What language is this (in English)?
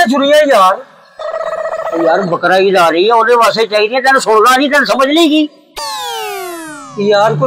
Punjabi